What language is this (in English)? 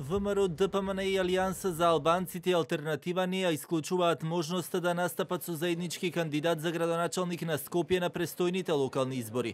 Macedonian